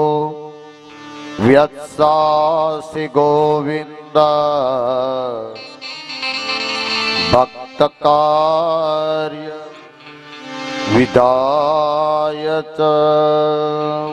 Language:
Gujarati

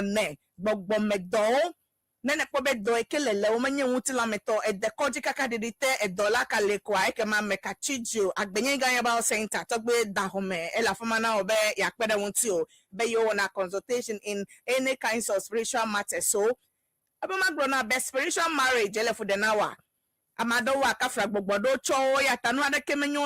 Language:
Ewe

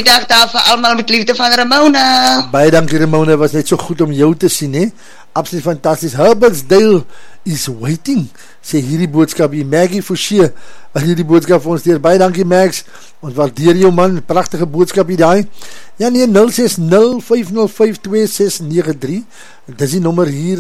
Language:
Afrikaans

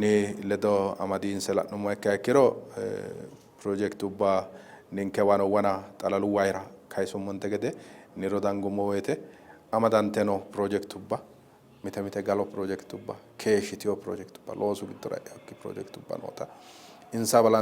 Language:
Sidamo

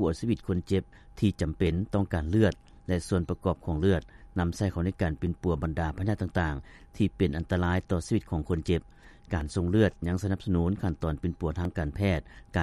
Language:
Lao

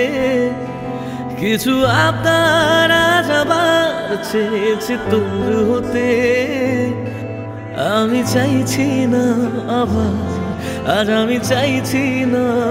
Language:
Bangla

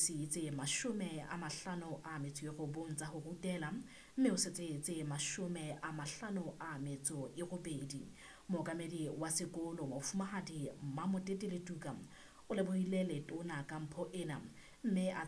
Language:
Southern Sotho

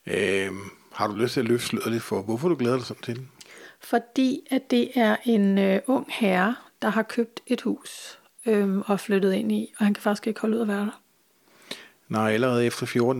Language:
Danish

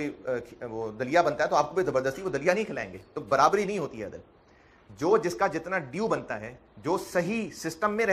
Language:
Hindi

